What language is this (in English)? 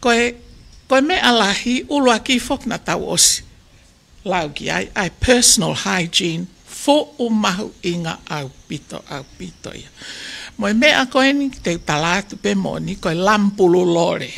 Tongan